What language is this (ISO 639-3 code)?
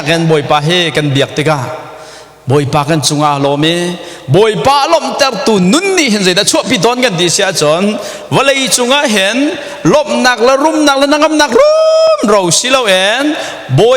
cnh